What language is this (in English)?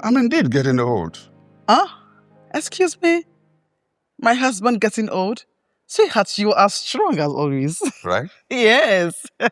Nigerian Pidgin